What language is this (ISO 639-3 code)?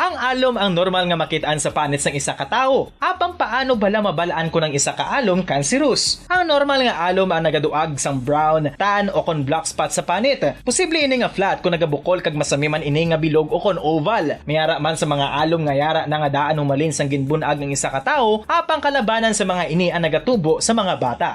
hil